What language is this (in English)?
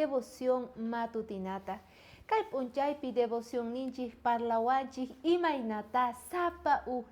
South Bolivian Quechua